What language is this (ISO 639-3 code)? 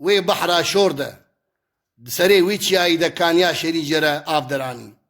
kur